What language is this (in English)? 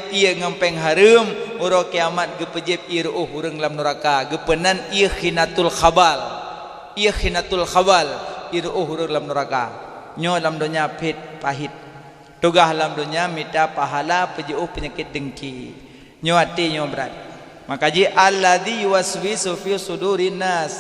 Achinese